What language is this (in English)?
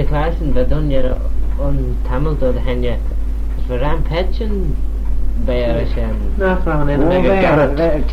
Manx